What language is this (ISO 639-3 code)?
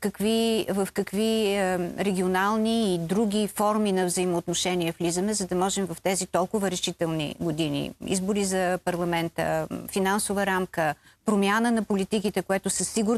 bul